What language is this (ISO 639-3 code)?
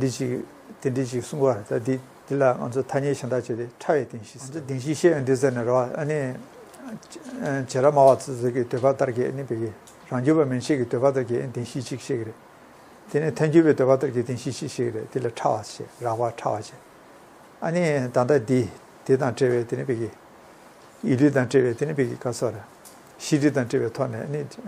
bod